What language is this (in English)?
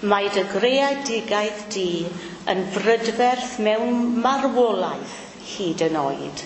Welsh